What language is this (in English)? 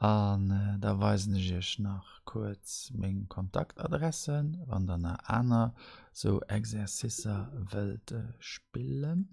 Luxembourgish